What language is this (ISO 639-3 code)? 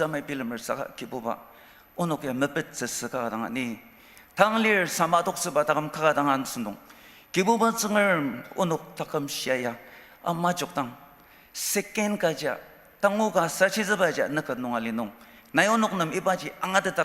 njo